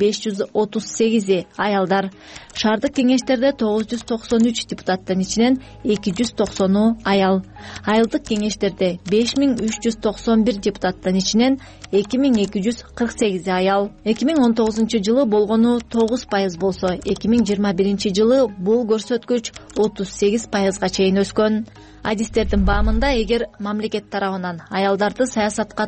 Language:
Kyrgyz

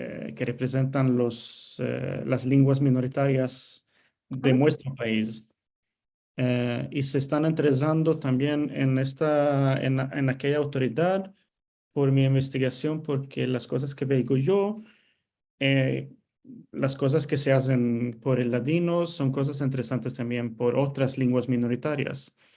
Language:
Ladino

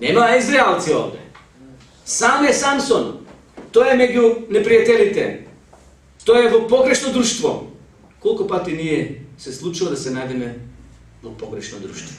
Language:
Macedonian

